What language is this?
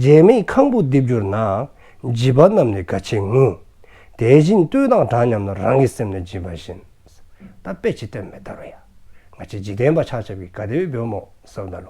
Dzongkha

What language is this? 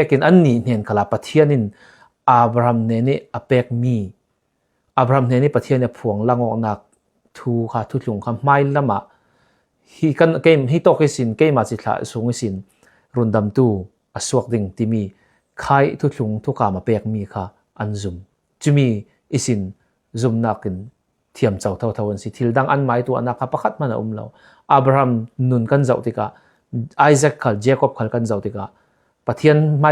Falam Chin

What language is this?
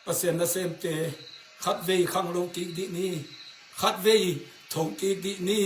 Tedim Chin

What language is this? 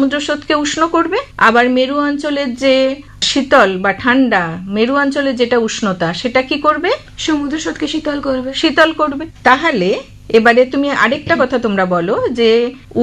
Bangla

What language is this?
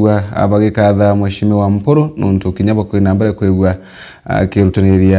Meru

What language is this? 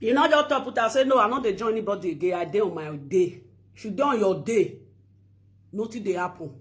Nigerian Pidgin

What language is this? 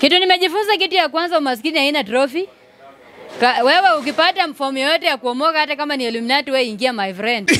Swahili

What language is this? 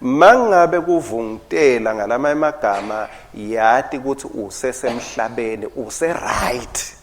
Swati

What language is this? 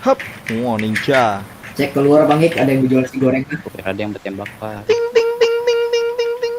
Banjar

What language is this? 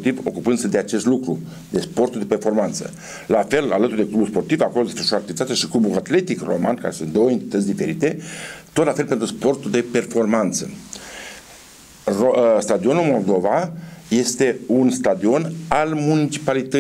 Romanian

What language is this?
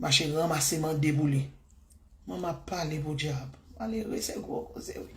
Haitian Creole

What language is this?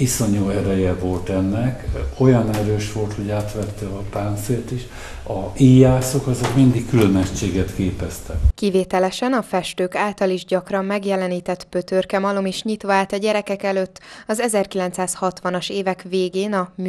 Hungarian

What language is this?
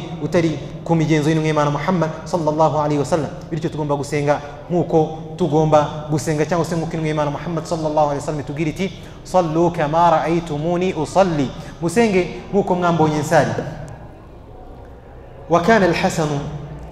Kinyarwanda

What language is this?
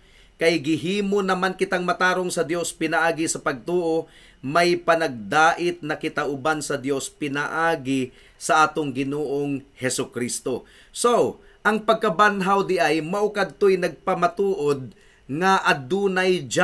Cebuano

